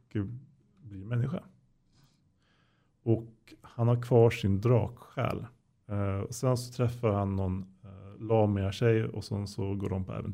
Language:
Swedish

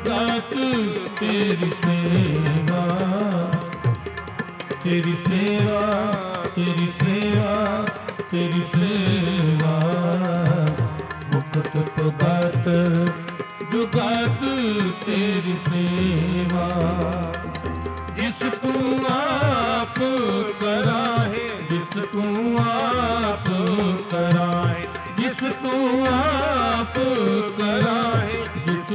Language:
Punjabi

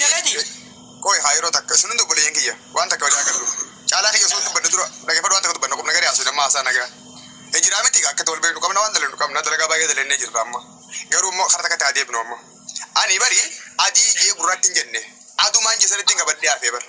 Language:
Oromo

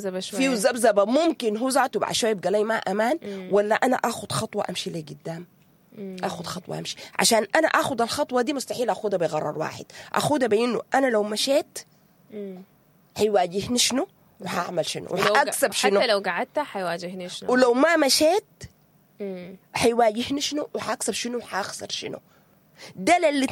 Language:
Sudanese Arabic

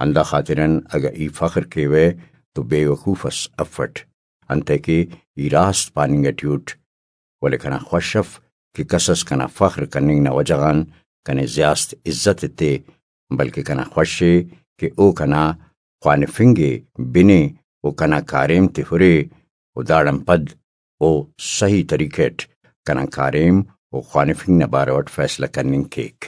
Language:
Brahui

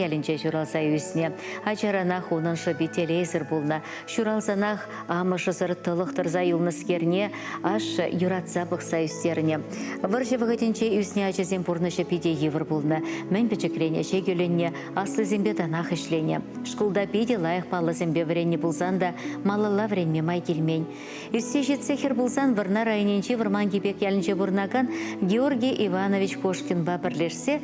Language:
Chuvash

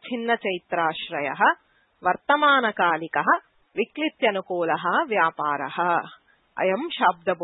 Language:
Sanskrit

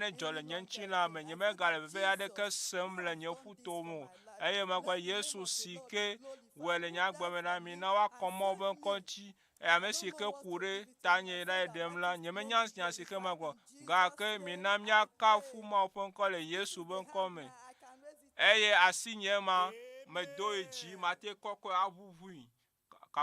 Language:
Ewe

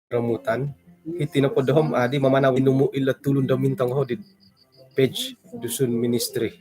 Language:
Central Dusun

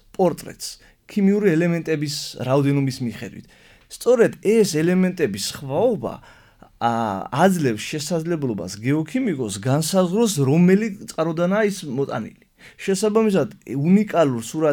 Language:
Georgian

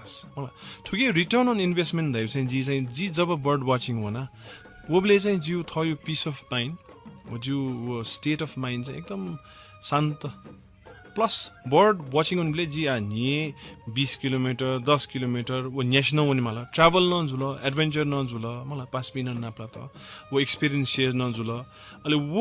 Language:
Newari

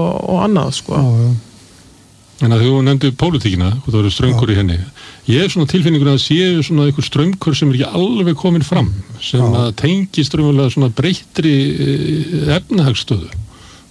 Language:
Icelandic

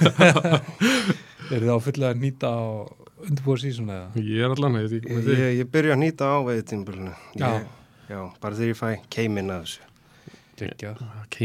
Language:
Icelandic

